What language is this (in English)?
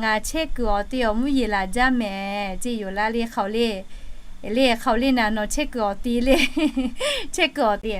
Lahu